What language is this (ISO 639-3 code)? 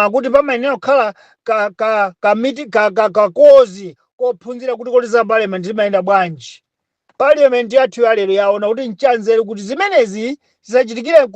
nya